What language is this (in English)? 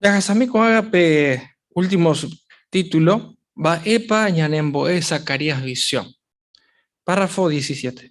Guarani